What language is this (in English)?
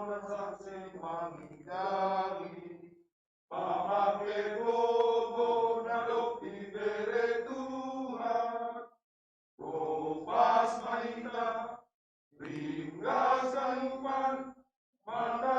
Batak Simalungun